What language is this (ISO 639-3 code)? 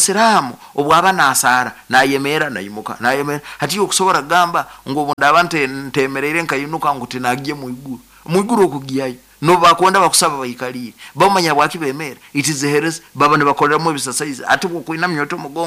nyo